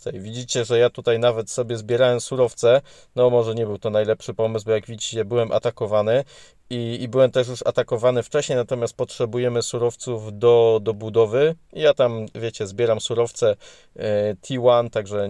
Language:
Polish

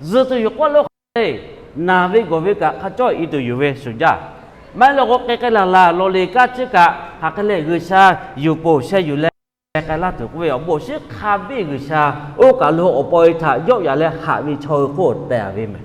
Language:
Lahu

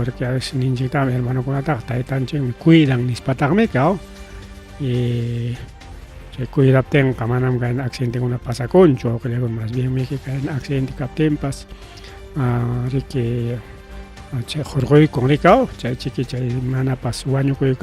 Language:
Ayacucho Quechua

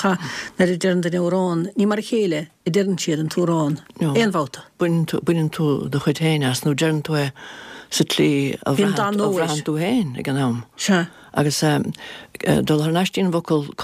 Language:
Irish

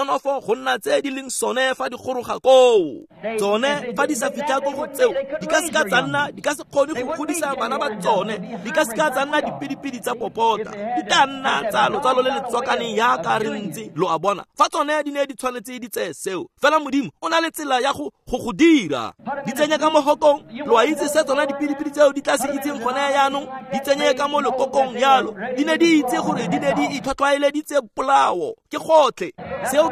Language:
Tswana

